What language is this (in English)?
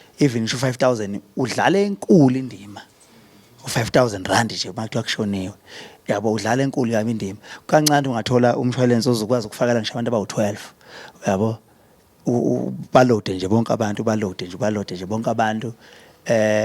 Zulu